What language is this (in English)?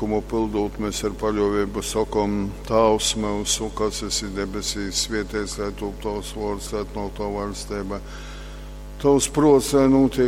Latgalian